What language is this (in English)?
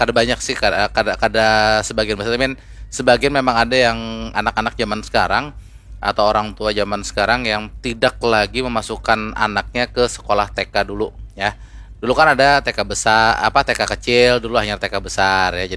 Banjar